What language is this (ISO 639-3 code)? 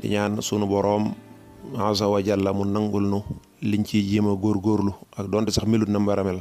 wol